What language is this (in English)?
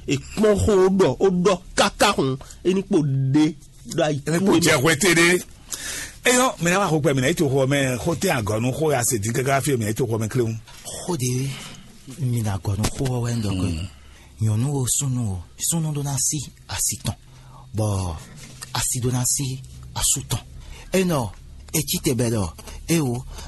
Fon